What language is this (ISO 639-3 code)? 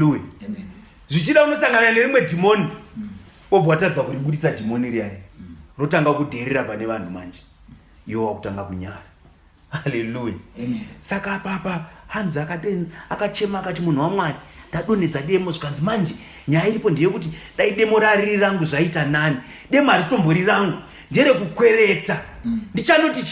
sna